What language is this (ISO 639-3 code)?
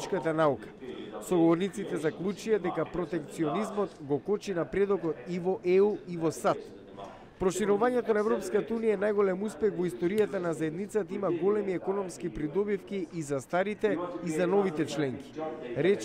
mkd